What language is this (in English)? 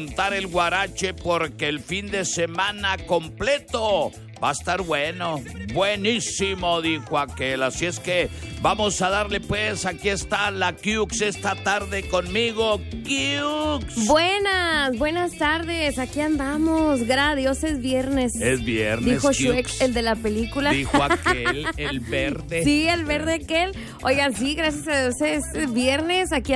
Spanish